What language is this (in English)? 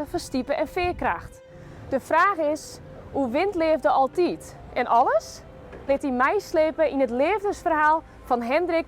Western Frisian